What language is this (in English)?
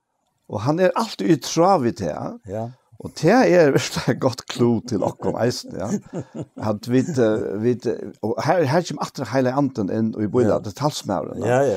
Faroese